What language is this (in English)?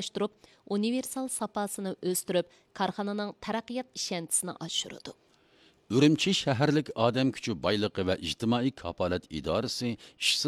Uyghur